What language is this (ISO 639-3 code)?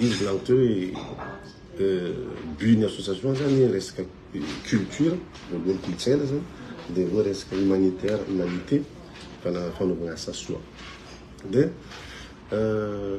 mlg